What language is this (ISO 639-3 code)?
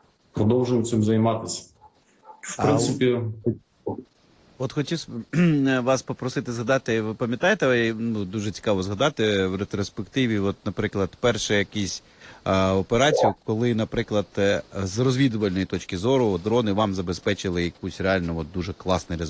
ukr